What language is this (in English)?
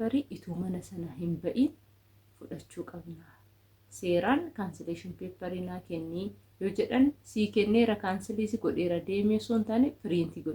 Oromo